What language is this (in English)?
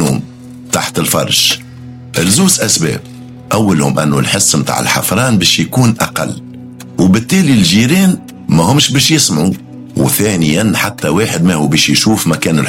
Tunisian Arabic